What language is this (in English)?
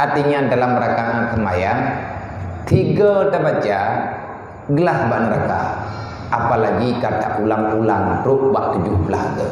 Achinese